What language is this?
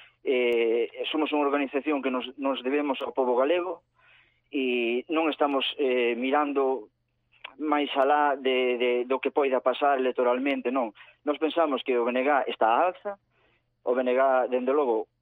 Galician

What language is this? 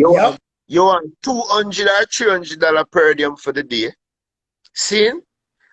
Jamaican Creole English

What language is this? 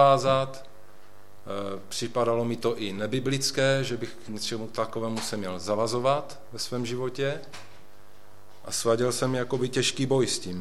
Czech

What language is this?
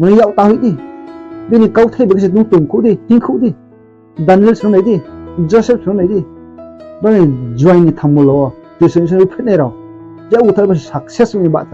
Riang (India)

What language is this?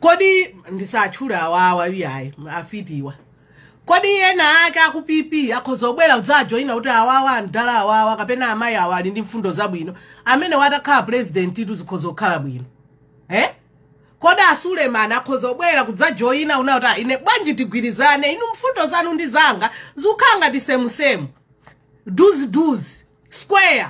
Nyanja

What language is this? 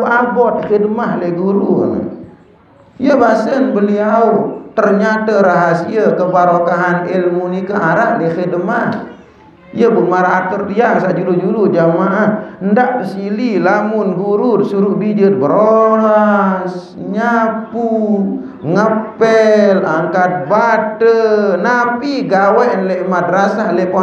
Sasak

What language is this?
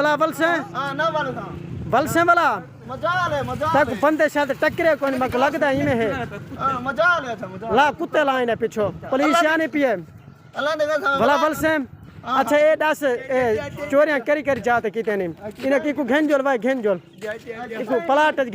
Saraiki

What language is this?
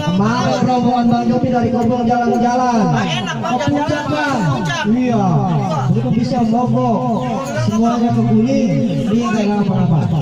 Betawi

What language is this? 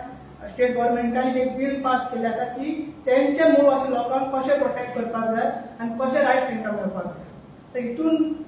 Konkani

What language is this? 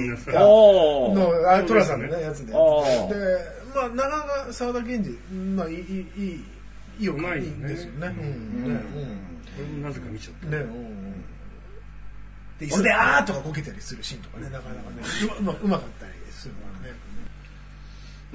Japanese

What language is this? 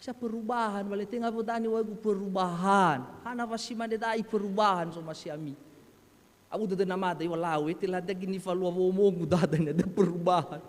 Nias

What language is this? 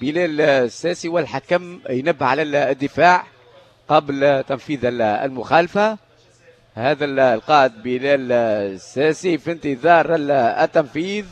Tunisian Arabic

